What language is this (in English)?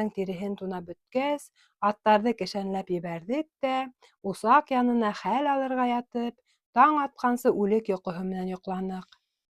Bashkir